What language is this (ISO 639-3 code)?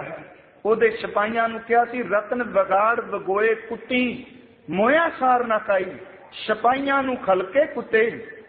pan